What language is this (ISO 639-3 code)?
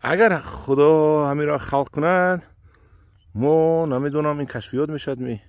tgk